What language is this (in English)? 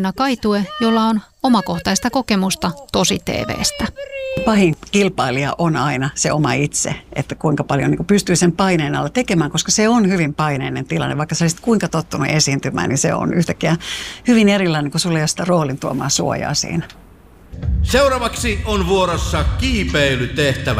Finnish